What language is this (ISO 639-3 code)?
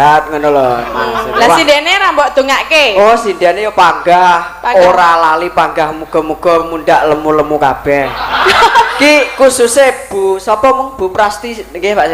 jav